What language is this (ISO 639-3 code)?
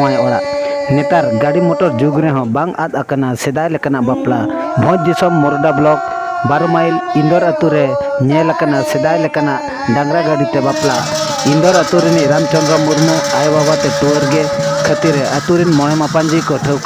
sat